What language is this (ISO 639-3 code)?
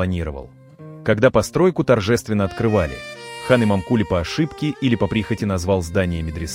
rus